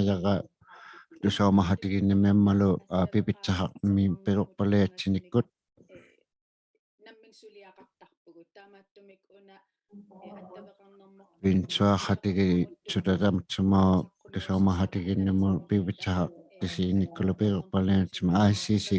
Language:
Inuktitut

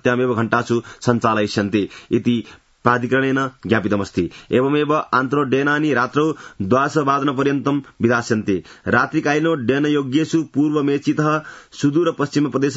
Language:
Sanskrit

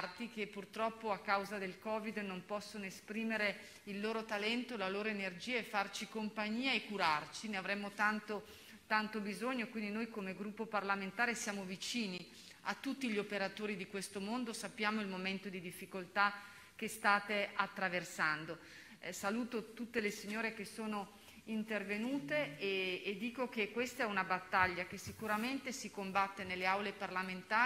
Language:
Italian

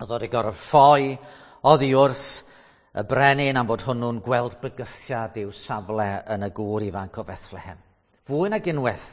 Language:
Welsh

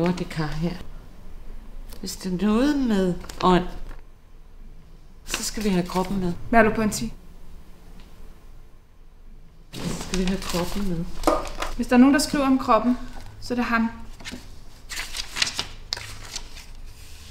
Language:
Danish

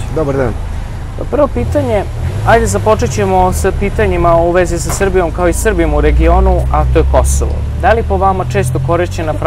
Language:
Serbian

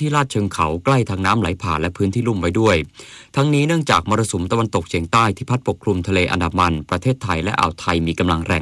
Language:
Thai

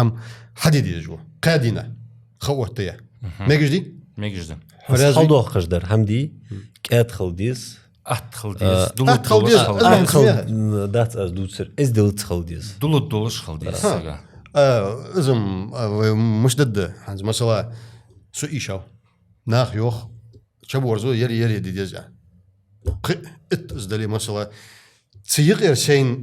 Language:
Ingush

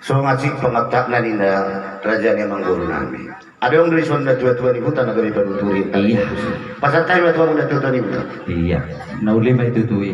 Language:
Batak Toba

